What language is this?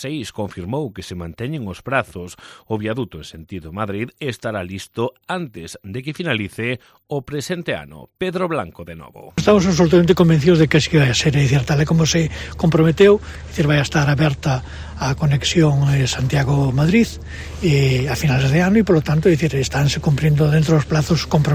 Galician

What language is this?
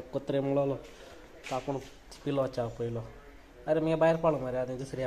Konkani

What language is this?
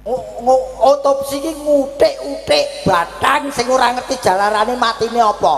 Javanese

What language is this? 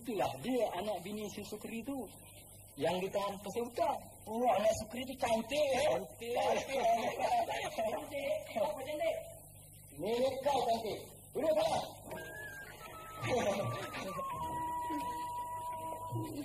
Malay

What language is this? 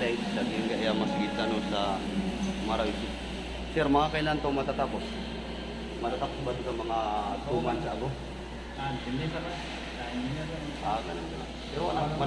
Maranao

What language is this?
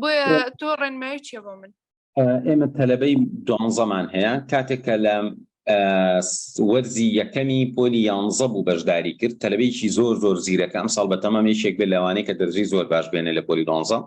Central Kurdish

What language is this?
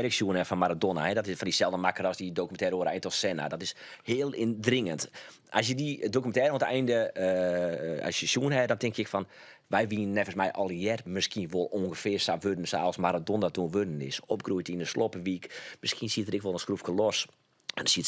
Western Frisian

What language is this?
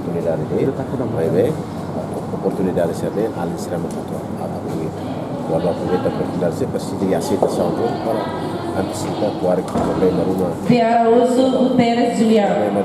Tetum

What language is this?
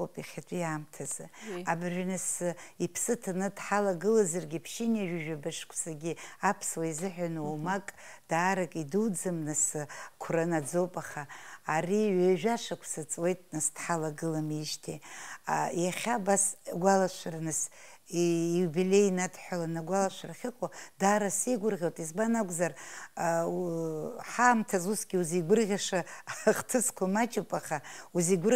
Abkhazian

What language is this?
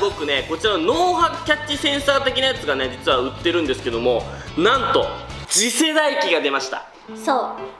Japanese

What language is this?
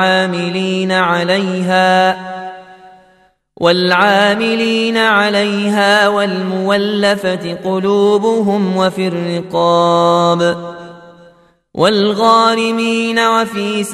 Arabic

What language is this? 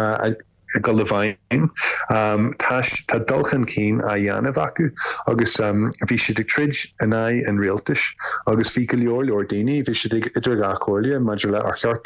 Irish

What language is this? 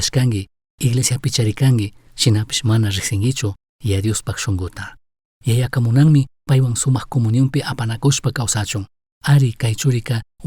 Chimborazo Highland Quichua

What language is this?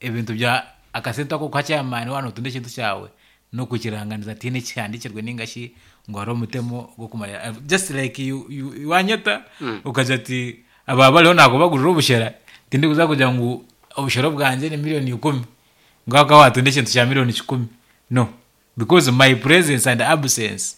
Nyankole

